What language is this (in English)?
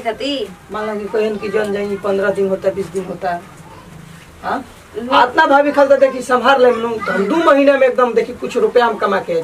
Bhojpuri